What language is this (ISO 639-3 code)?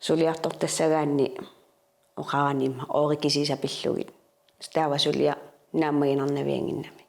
kal